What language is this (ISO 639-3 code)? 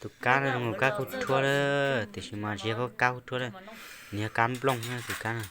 hmn